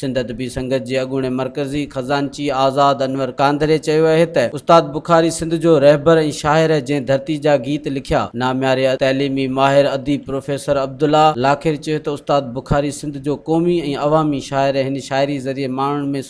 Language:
Sindhi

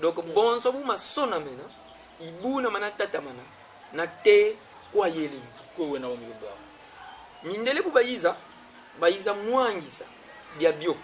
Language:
Kongo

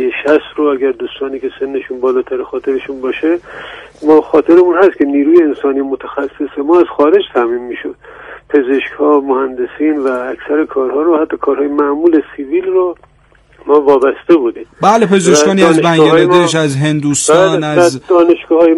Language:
Persian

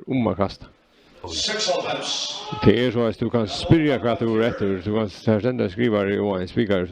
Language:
Faroese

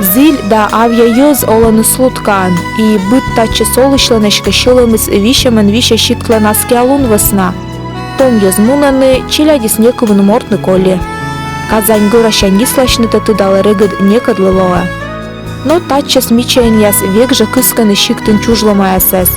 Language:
Komi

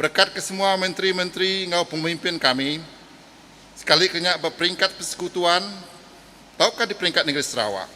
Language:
Iban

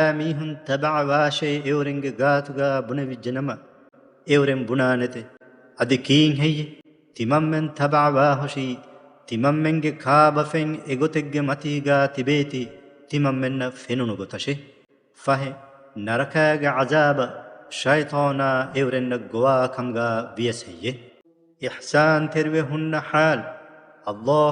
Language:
Divehi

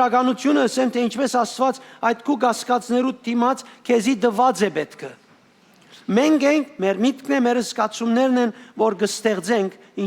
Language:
Western Armenian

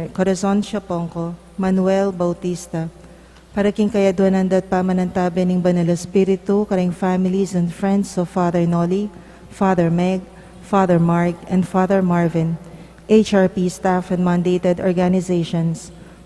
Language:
Pampanga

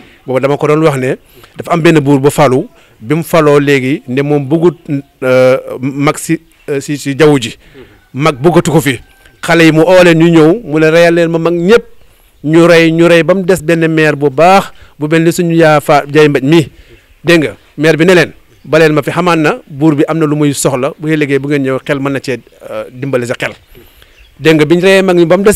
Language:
Wolof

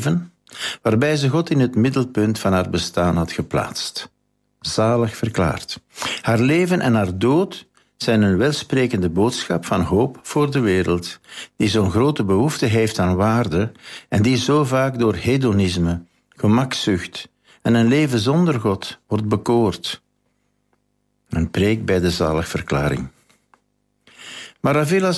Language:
Dutch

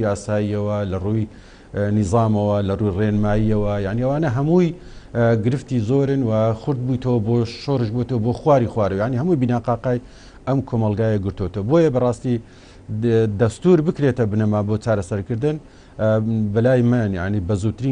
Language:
Central Kurdish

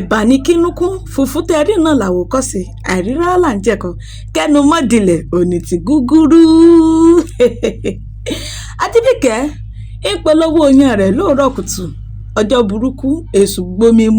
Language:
Yoruba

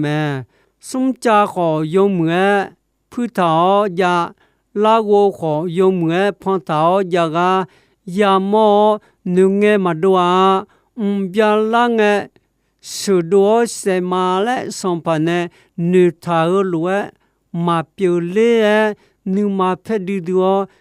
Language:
Akha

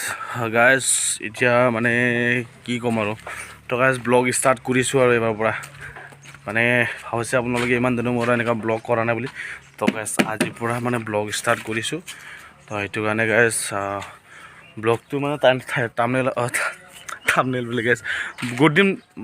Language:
Assamese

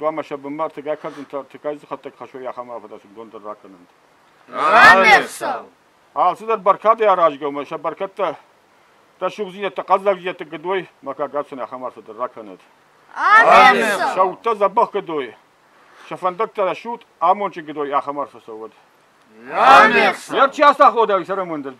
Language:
Ossetic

